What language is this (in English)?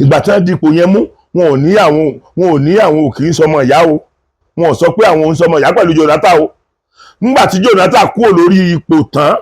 Yoruba